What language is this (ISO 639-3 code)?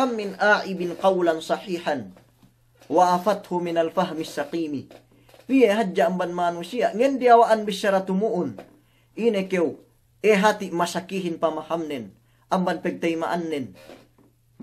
yka